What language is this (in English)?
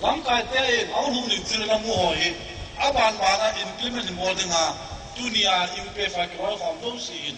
Tedim Chin